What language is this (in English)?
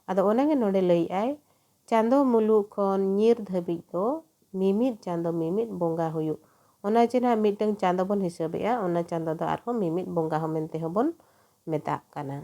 Santali